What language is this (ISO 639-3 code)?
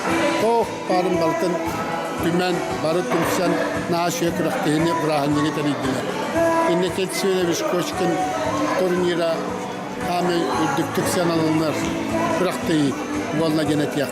sah